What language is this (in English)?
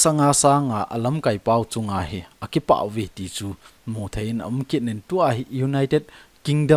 Thado Chin